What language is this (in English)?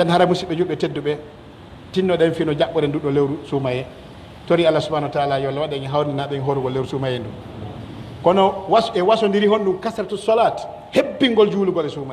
Pular